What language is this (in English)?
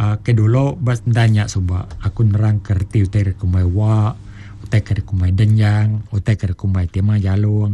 Iban